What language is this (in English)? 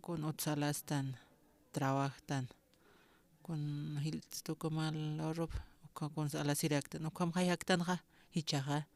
Aymara